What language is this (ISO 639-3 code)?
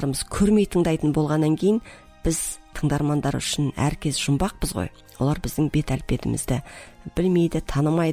kaz